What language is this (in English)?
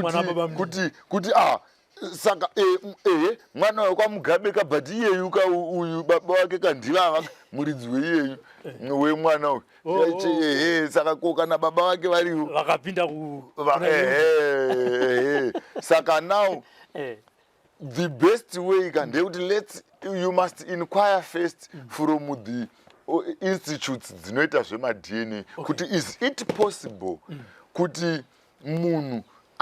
Shona